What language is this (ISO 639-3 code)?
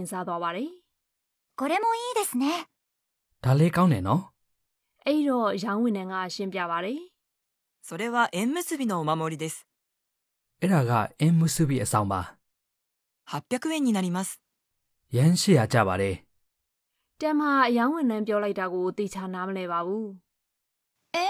mya